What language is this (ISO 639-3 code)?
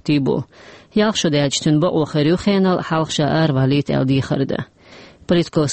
che